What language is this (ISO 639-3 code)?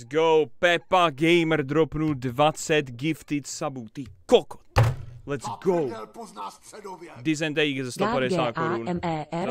ces